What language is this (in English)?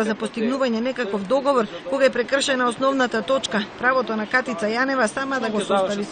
Macedonian